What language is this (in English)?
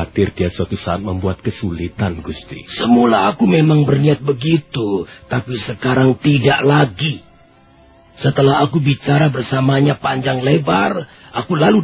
Indonesian